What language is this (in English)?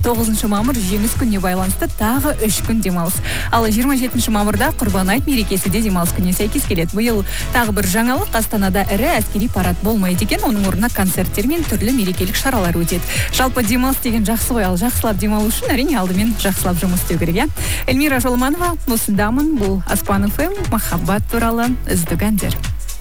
Kazakh